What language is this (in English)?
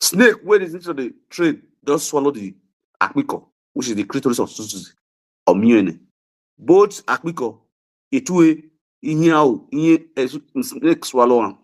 Nigerian Pidgin